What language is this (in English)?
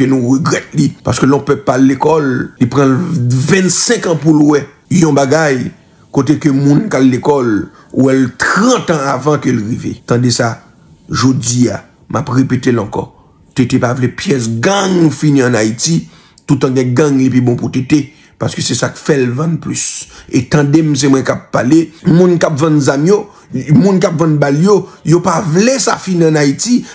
Haitian Creole